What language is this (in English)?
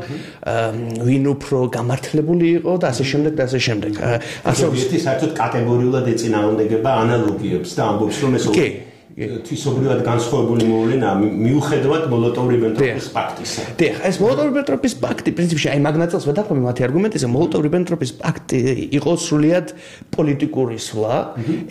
Georgian